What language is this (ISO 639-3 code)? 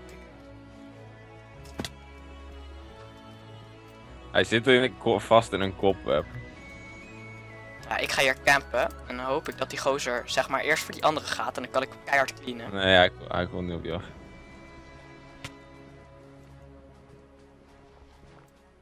nld